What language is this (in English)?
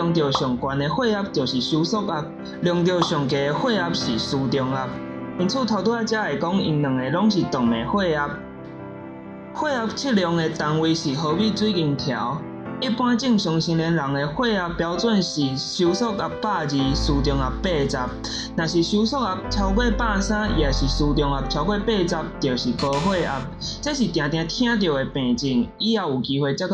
Min Nan Chinese